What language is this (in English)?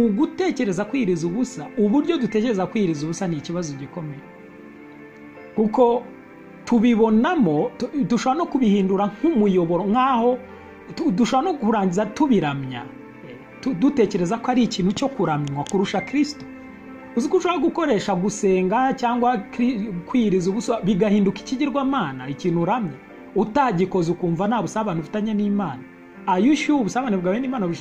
Kinyarwanda